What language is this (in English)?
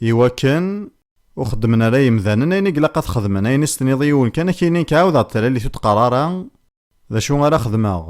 Kabyle